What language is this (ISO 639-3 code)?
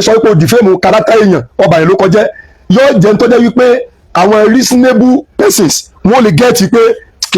yor